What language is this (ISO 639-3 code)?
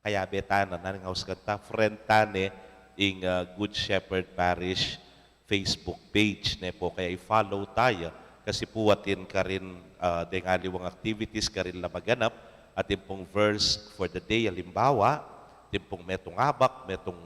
pam